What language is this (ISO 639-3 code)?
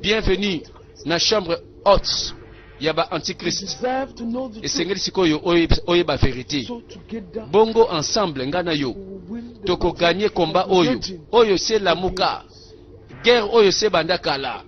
lin